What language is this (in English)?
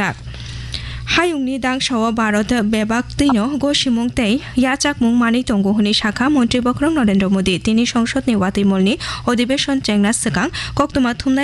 Kok Borok